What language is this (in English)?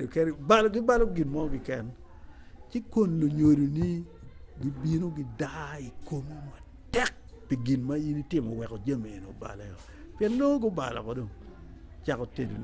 Acoli